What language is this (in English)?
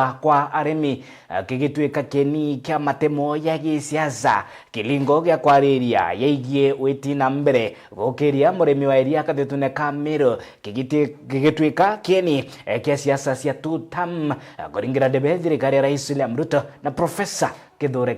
Meru